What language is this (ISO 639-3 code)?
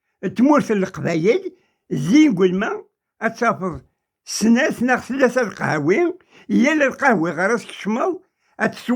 kab